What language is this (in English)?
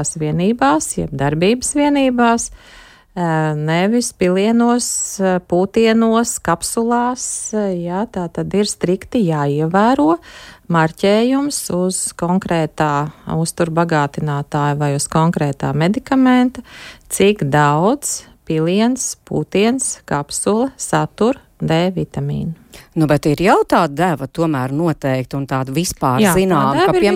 Latvian